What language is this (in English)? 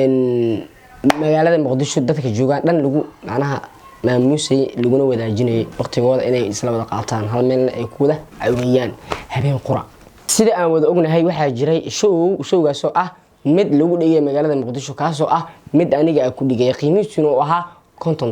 Somali